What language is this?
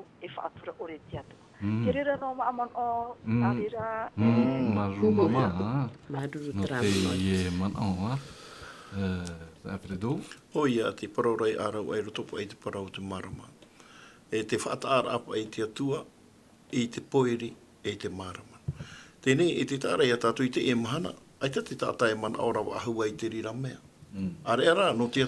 Tahitian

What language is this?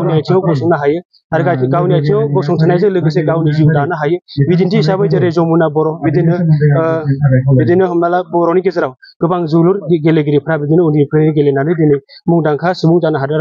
Bodo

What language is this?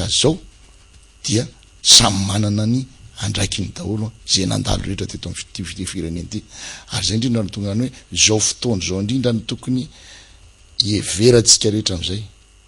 Malagasy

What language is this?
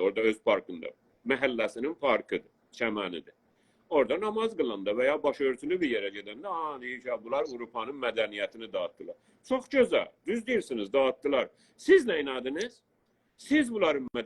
South Azerbaijani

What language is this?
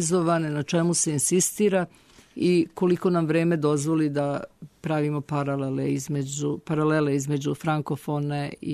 Serbian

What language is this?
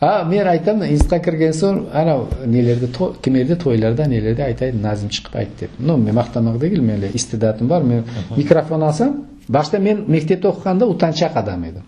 Crimean Tatar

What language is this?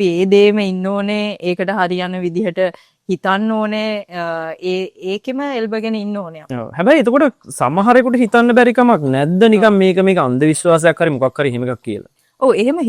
Sinhala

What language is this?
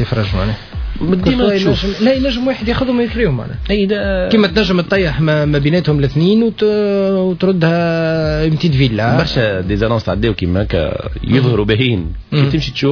Tunisian Arabic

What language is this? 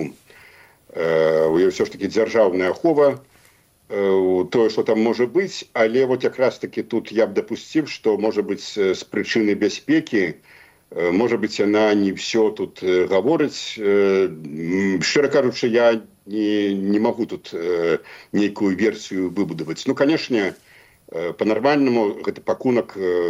Belarusian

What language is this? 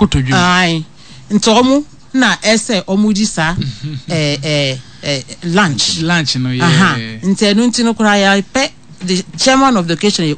Akan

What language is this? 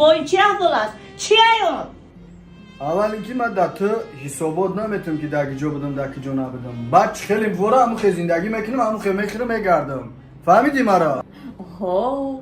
Tajik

